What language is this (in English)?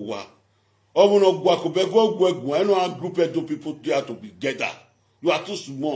Nigerian Pidgin